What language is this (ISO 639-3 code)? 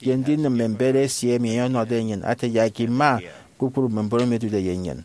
efi